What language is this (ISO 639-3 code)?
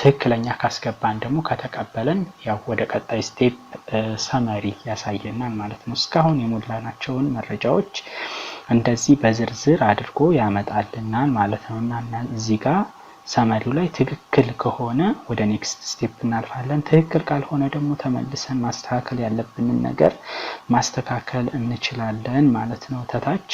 amh